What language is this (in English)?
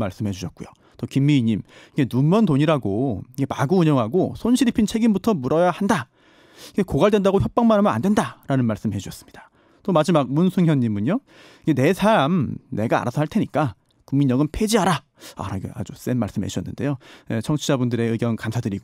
Korean